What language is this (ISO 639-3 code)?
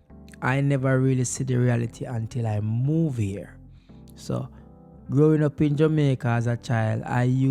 jam